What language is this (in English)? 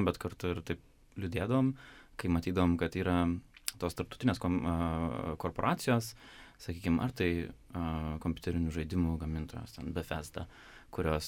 Lithuanian